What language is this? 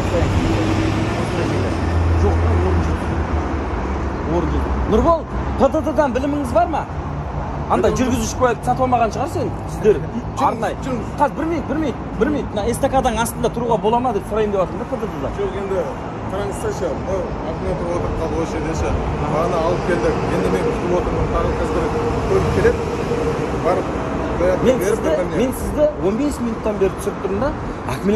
Kazakh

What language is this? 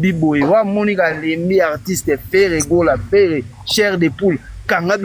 Lingala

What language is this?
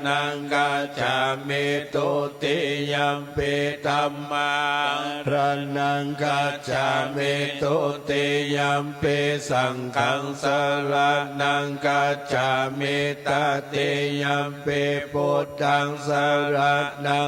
Pali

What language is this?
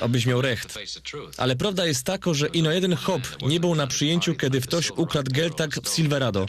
Silesian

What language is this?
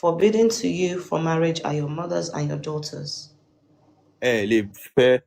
Yoruba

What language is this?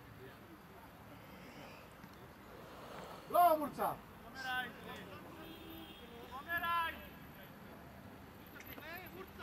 Serbian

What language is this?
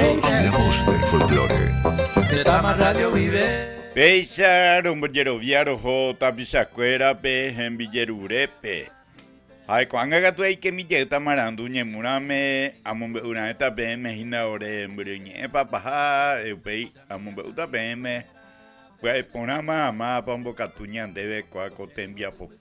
Guarani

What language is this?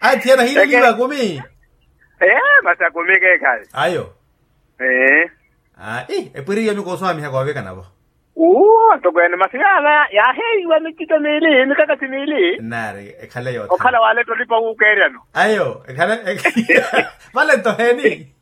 Makhuwa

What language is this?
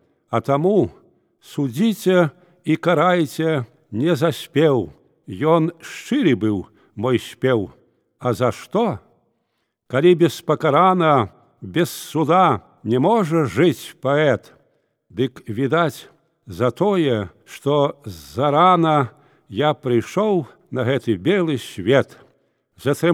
Belarusian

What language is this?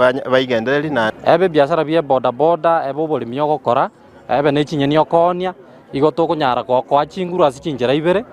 Gusii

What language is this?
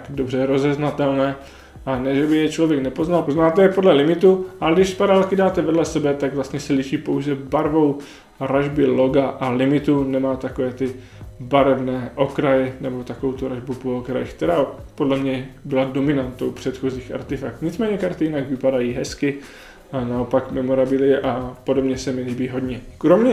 Czech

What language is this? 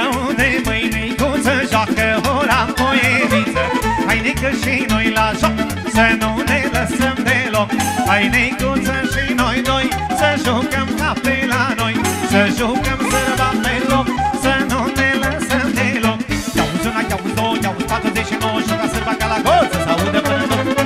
Romanian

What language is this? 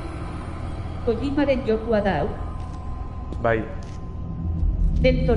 Basque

